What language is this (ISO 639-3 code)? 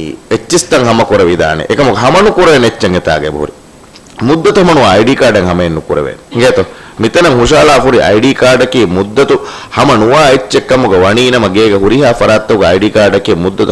div